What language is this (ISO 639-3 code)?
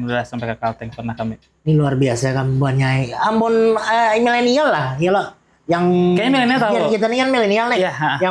bjn